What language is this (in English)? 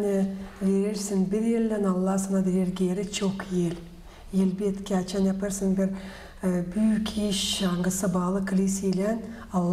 Gagauz